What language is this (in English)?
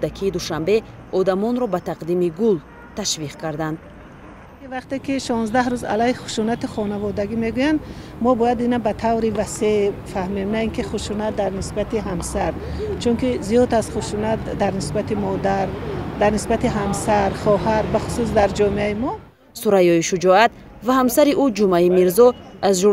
Tajik